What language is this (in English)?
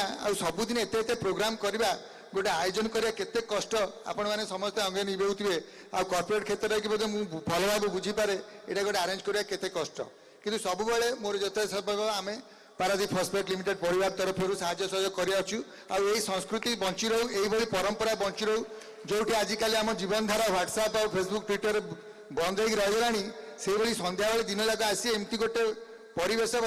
Odia